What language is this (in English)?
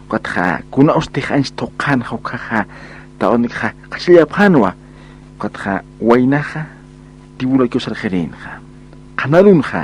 Aymara